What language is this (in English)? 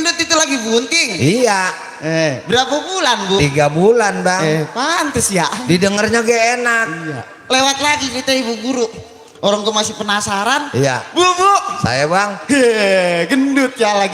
Betawi